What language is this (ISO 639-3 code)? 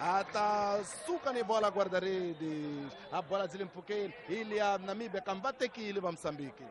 tso